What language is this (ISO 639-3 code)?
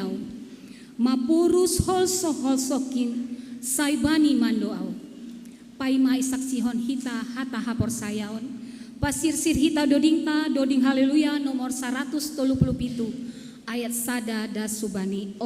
bts